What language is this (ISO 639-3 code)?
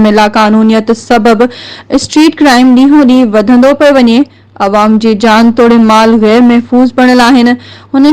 snd